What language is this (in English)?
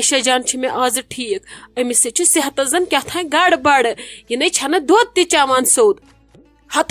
Kashmiri